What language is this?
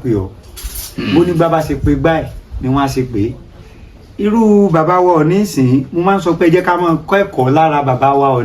Yoruba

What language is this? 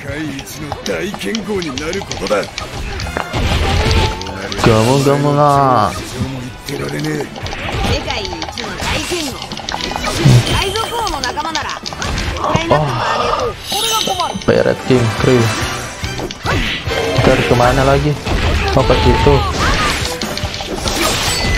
Indonesian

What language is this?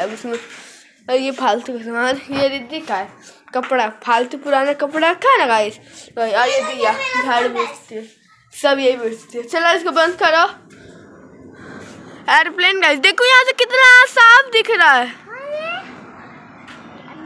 Hindi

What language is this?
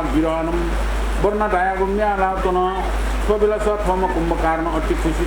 Newari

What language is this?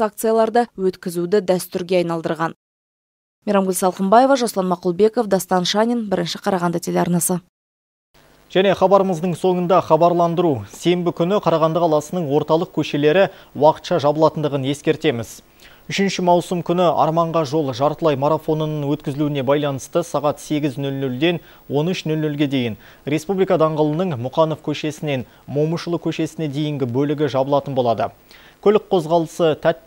Kazakh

